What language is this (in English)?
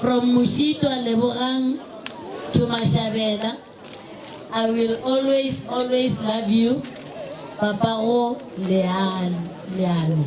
Northern Sotho